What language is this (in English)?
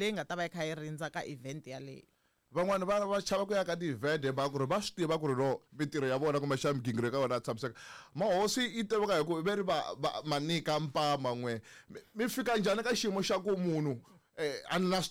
Tsonga